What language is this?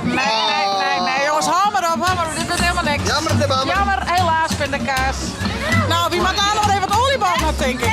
Western Frisian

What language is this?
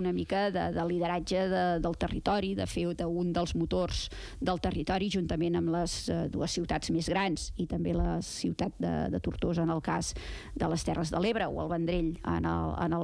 Catalan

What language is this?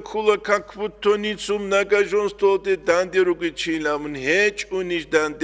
Avaric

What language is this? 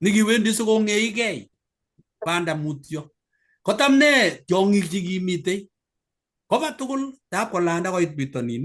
Kalenjin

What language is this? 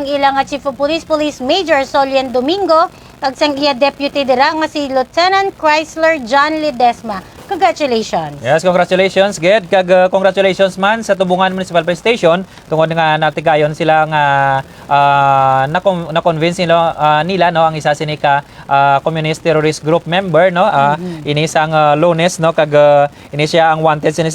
Hiligaynon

